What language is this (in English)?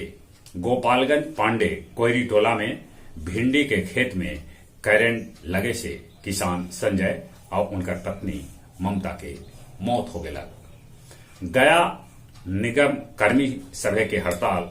Magahi